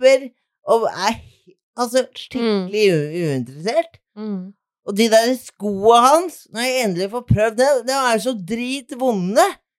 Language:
Norwegian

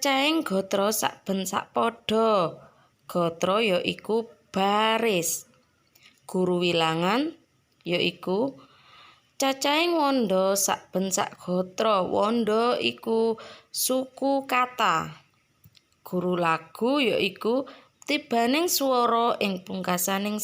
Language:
Javanese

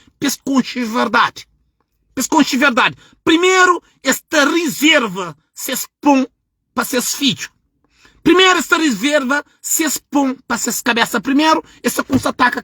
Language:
Kabuverdianu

